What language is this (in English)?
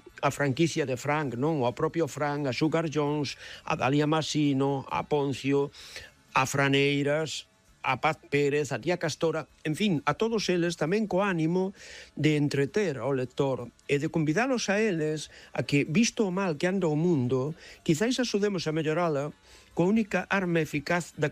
Galician